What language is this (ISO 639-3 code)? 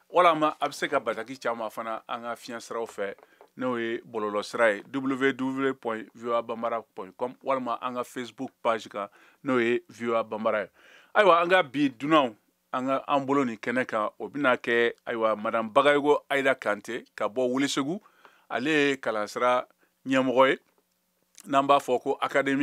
bam